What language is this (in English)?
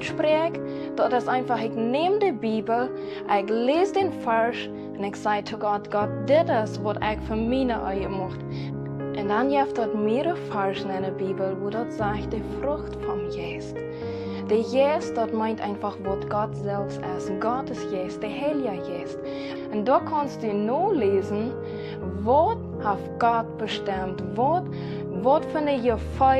Plautdietsch